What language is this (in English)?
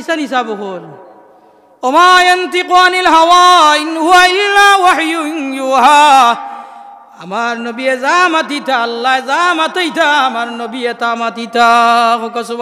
Sylheti